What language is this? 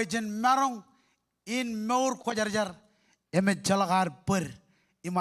Marshallese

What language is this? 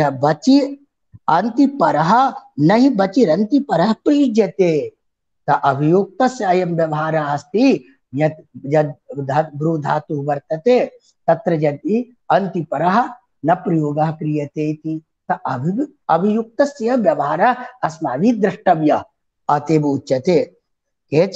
Sanskrit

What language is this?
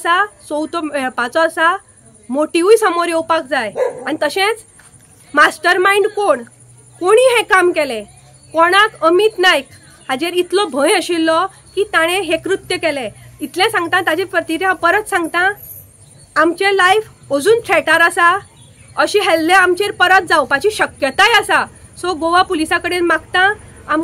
Konkani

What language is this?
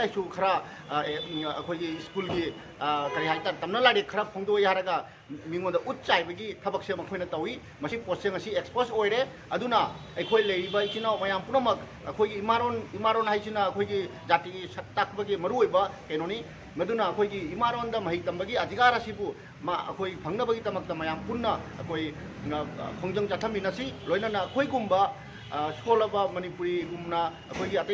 Manipuri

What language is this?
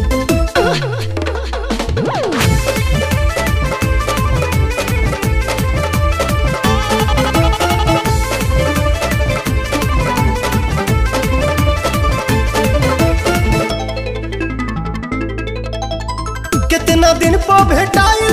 Bhojpuri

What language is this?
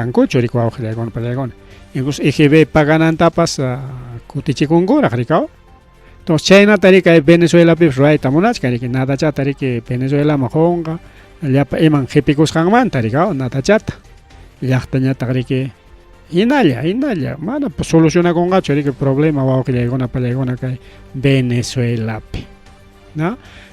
Ayacucho Quechua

